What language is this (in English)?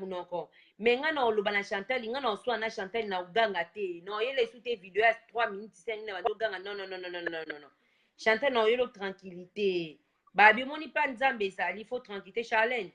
Lingala